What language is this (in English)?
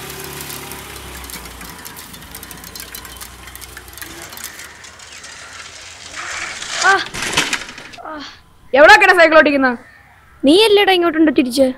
Malayalam